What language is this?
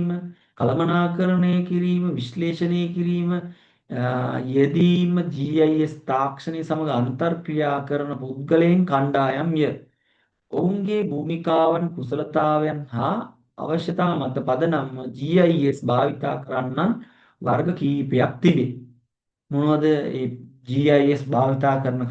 Sinhala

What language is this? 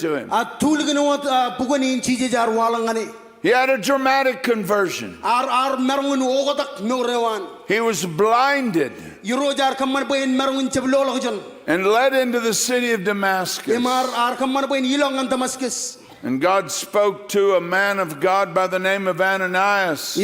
Marshallese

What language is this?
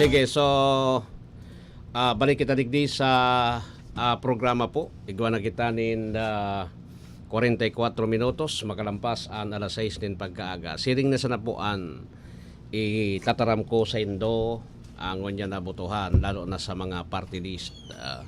Bikol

